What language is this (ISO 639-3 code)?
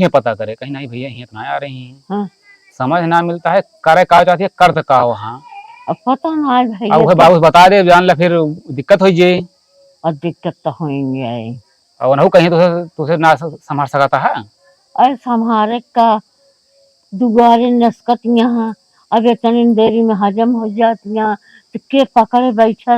awa